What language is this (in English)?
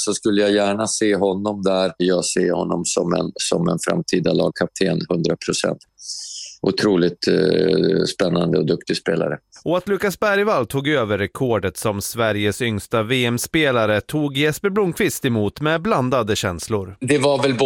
Swedish